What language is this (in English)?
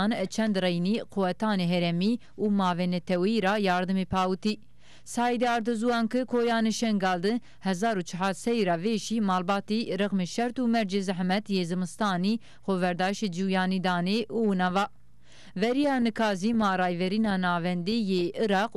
Zaza